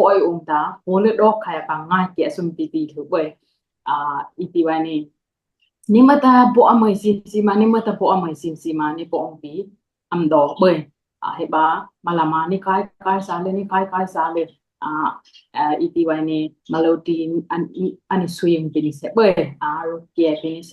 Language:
Dimasa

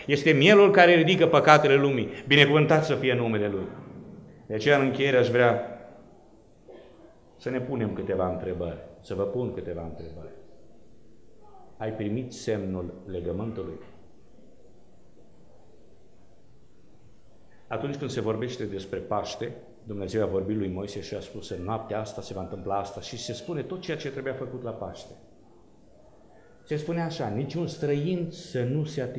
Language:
Romanian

